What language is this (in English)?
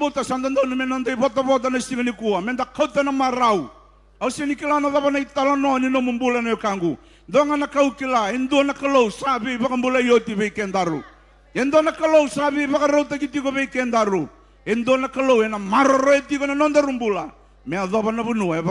Fijian